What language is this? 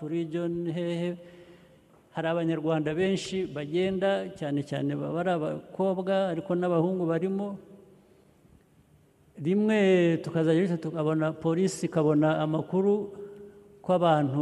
Kinyarwanda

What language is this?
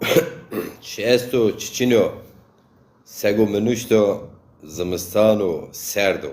Zaza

